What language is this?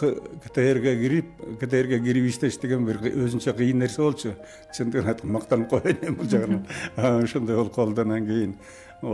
Kyrgyz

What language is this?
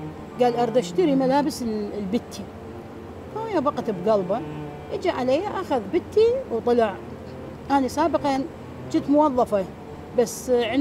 Mesopotamian Arabic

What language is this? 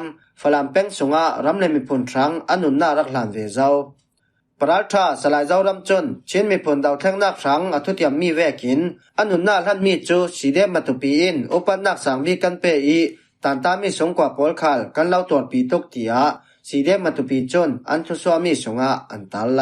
Falam Chin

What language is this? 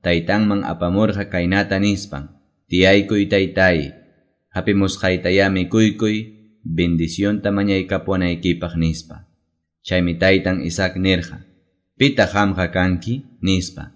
Quechua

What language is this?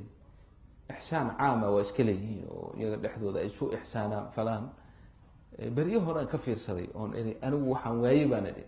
Somali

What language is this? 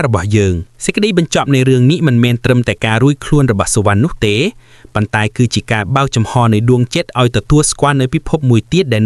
Khmer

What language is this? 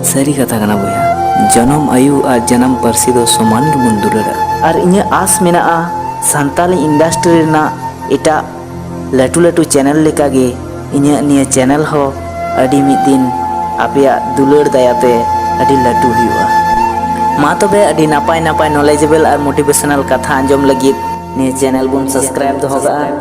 Santali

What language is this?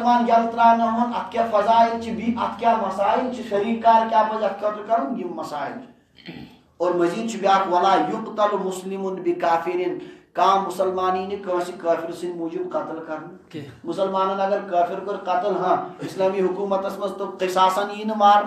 Kashmiri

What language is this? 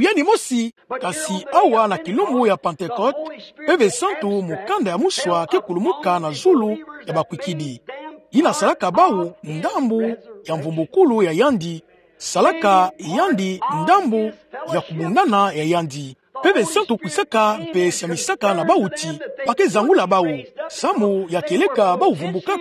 Kituba (Democratic Republic of Congo)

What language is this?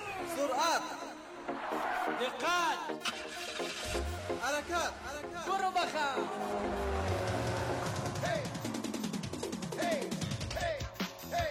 Persian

